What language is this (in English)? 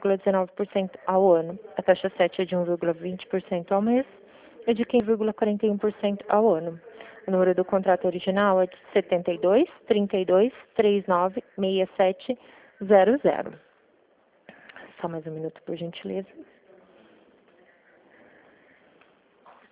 Portuguese